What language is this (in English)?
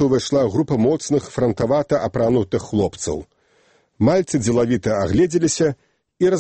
Belarusian